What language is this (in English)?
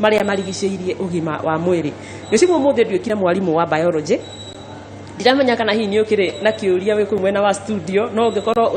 Kikuyu